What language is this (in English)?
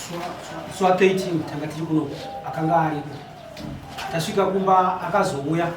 Shona